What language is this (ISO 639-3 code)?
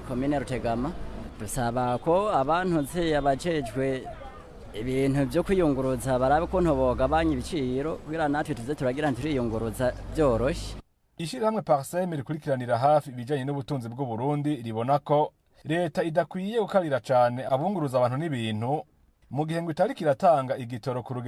run